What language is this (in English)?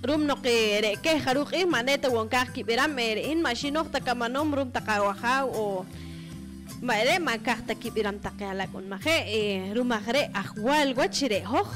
Poqomchi'